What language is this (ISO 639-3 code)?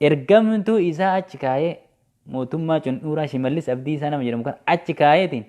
orm